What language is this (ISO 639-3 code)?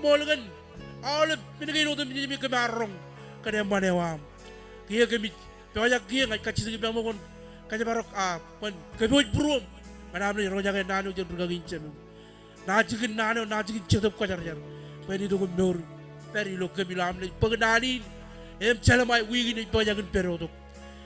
mah